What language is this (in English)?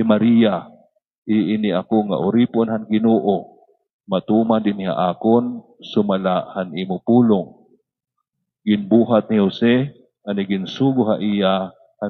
Waray